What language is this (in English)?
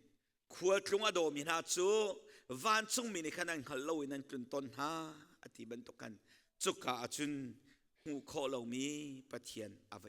Hakha Chin